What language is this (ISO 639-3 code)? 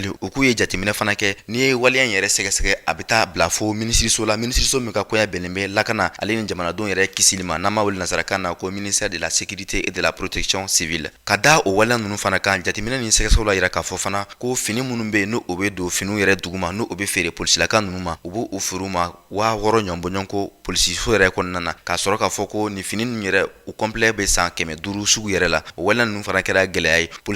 bam